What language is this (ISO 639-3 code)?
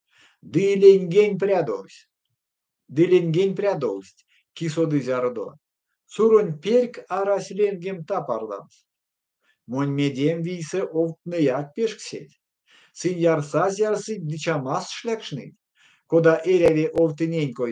myv